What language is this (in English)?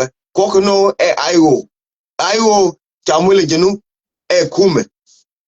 Nuer